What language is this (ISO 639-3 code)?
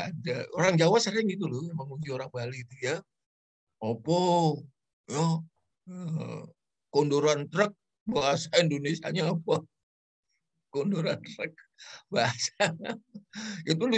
ind